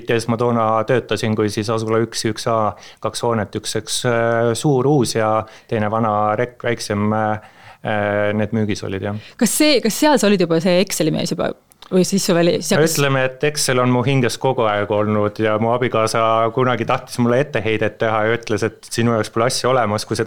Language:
Estonian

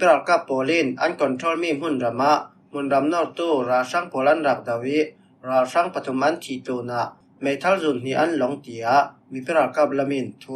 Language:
Falam Chin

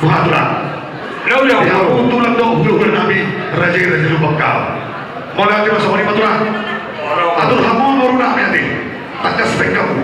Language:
Batak Toba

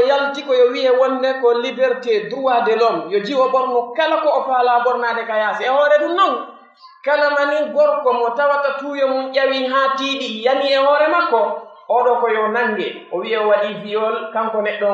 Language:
Pular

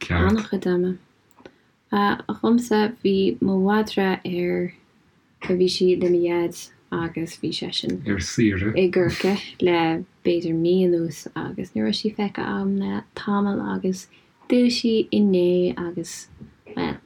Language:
Irish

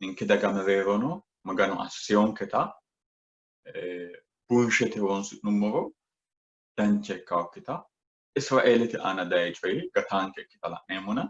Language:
Sidamo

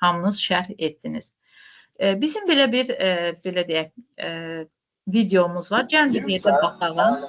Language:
Azerbaijani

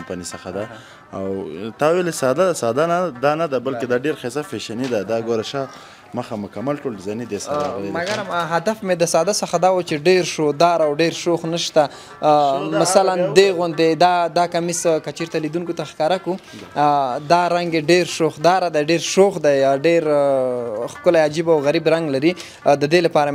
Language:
Pashto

